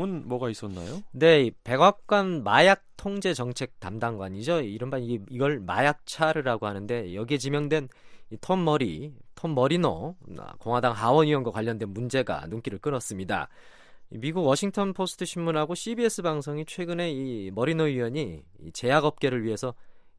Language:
Korean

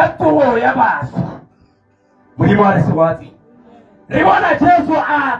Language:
Tswana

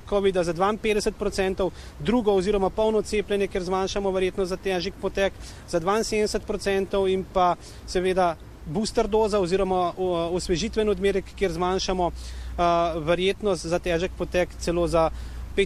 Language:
Slovenian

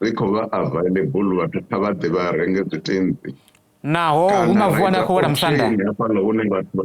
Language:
Venda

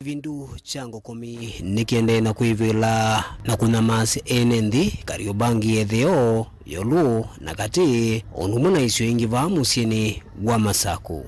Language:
Kamba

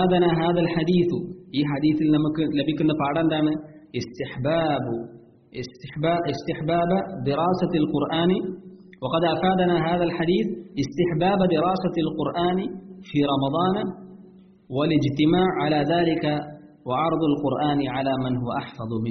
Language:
Malayalam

